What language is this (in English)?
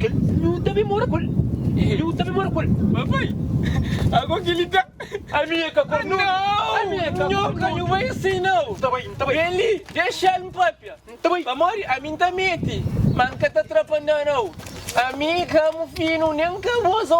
Kabuverdianu